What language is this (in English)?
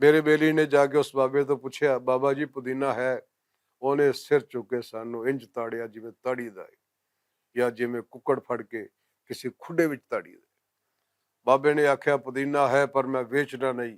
Western Panjabi